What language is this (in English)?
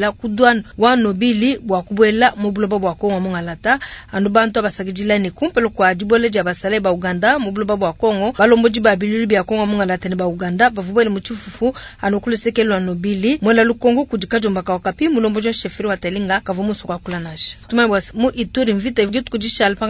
Luba-Lulua